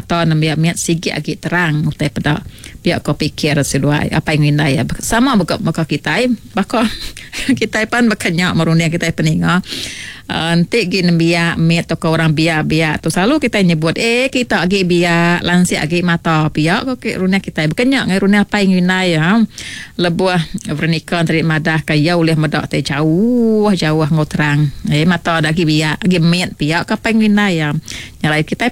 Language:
Iban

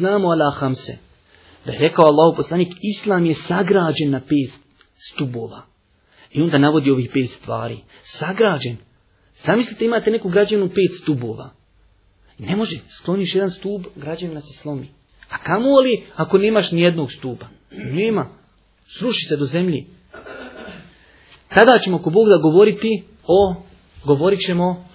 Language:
Bosnian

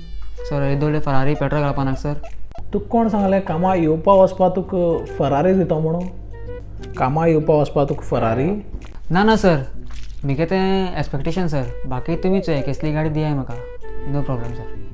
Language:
Konkani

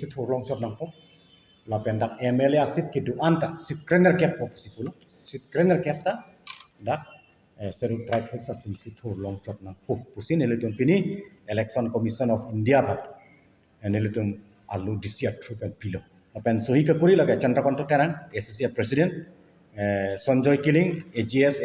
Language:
Karbi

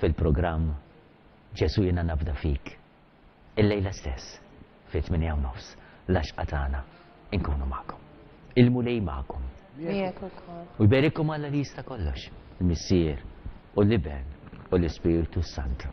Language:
Maltese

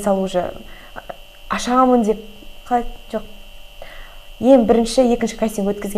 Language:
Kazakh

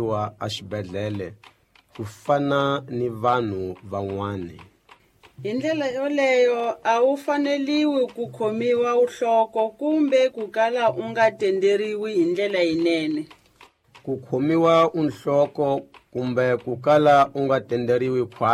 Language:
Tsonga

